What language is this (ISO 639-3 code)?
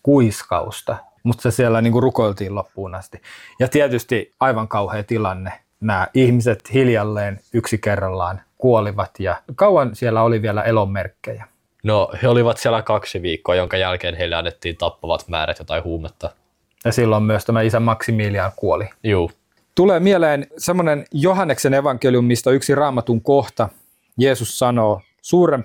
fin